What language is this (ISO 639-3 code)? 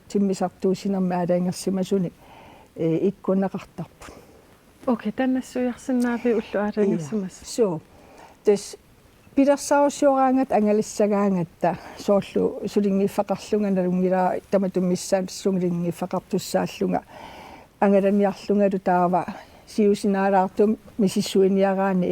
kal